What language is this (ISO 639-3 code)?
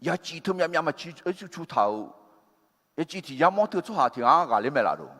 ahk